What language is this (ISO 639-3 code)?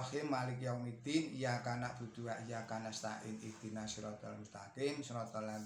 jav